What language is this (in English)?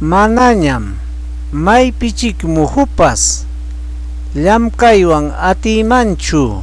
Ayacucho Quechua